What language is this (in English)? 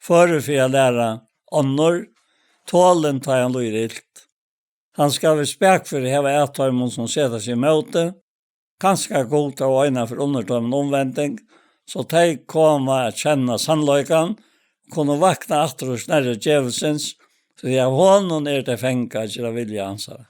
Faroese